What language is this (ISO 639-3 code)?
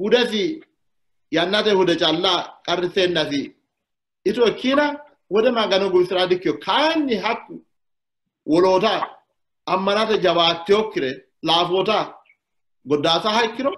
sid